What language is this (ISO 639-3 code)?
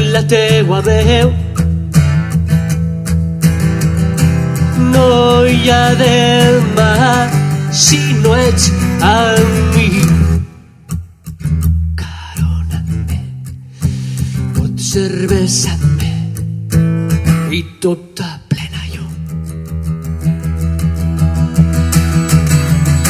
cat